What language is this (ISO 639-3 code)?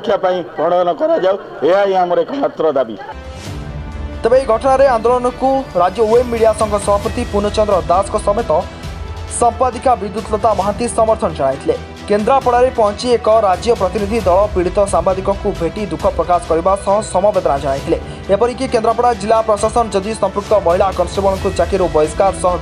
ori